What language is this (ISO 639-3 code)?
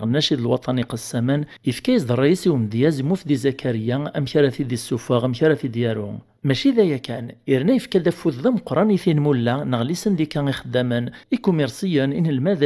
kab